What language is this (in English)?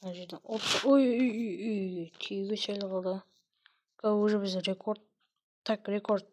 Kazakh